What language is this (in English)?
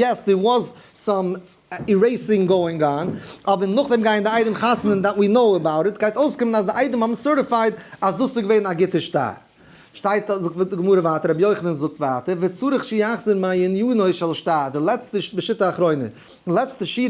Yiddish